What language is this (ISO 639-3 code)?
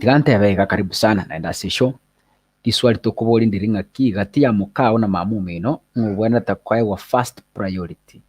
guz